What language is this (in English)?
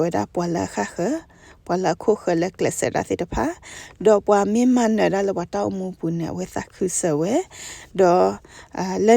S'gaw Karen